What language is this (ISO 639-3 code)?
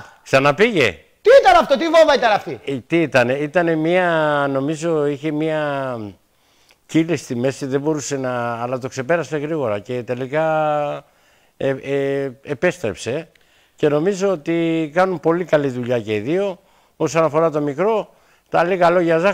ell